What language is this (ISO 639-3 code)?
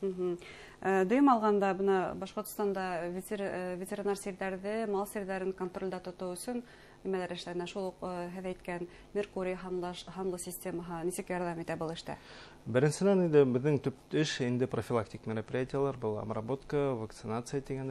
bak